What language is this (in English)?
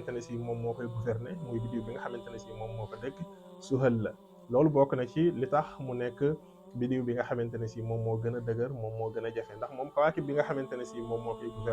Wolof